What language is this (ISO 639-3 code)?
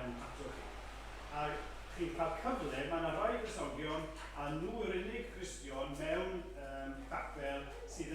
cym